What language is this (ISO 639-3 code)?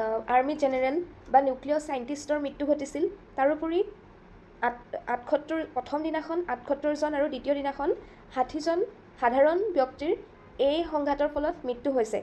asm